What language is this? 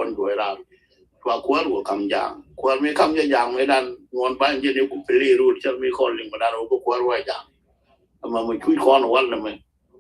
Nuer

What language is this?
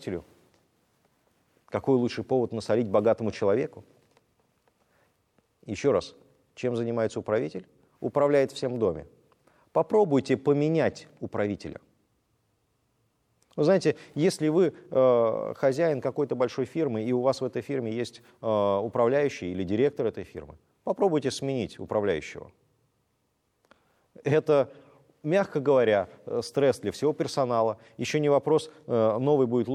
Russian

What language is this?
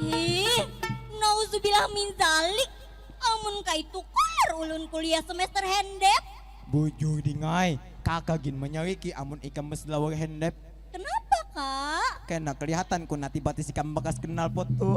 Banjar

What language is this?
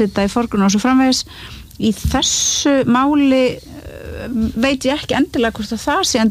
Icelandic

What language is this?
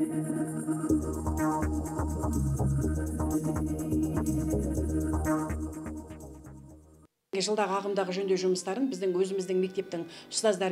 Kazakh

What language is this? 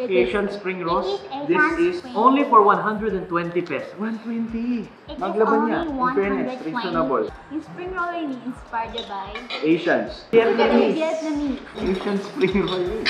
Pampanga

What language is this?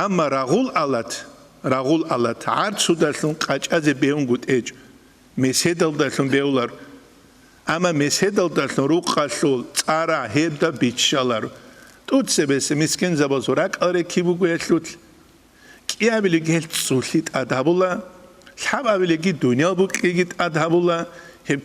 Avaric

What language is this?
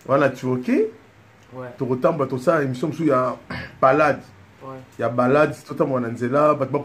Lingala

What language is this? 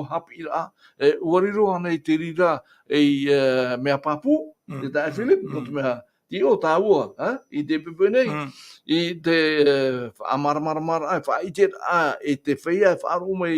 Tahitian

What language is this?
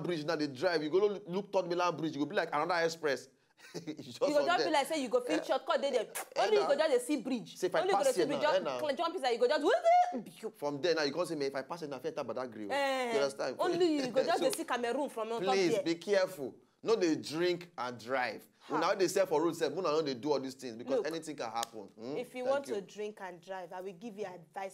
Nigerian Pidgin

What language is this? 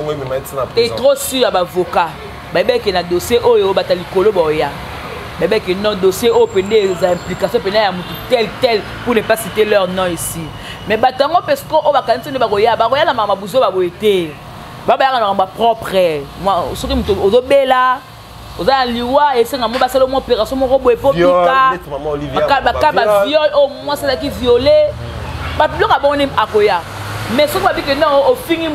Lingala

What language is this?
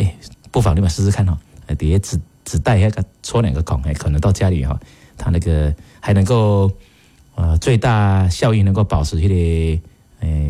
Min Nan Chinese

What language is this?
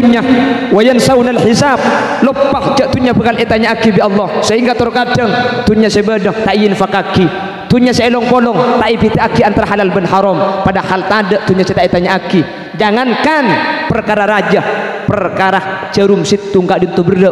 Madurese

